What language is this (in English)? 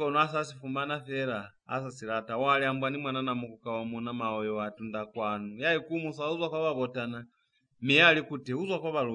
Lozi